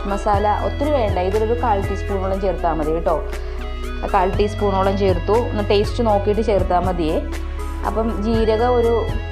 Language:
Malayalam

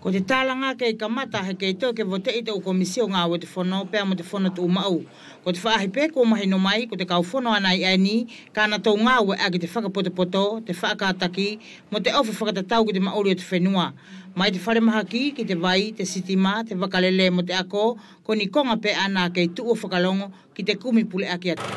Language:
Wallisian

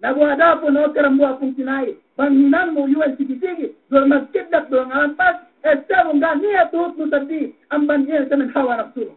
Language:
Yakan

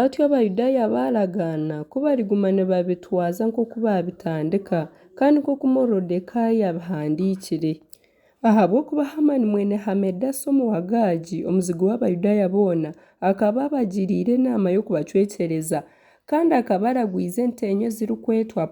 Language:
Nyankole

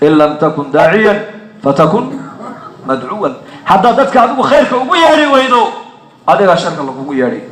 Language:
Somali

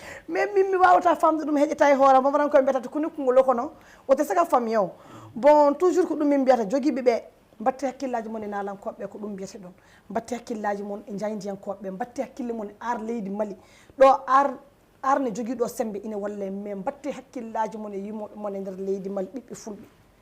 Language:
Fula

